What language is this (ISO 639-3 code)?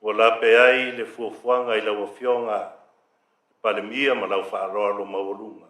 smo